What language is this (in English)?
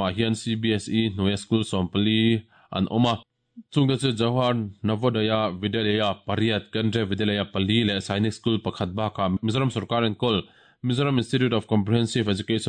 Mizo